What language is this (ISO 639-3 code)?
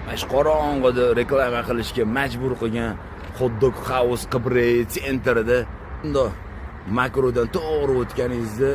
uzb